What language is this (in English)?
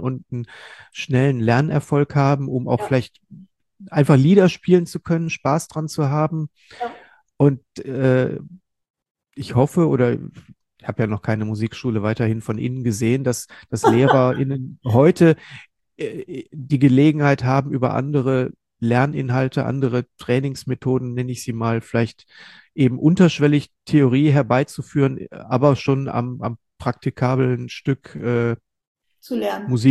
German